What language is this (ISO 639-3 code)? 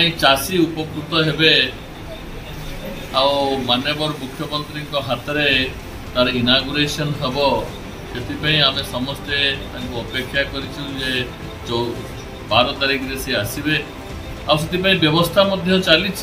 ori